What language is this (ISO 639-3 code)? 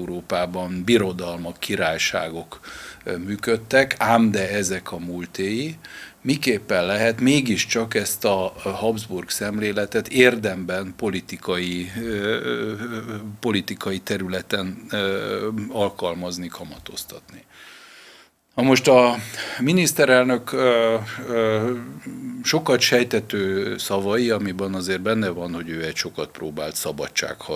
hun